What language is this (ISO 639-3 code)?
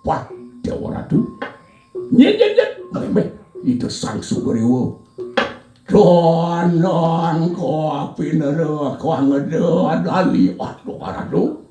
ban